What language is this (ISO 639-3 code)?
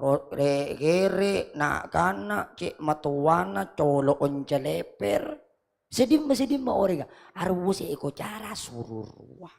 mad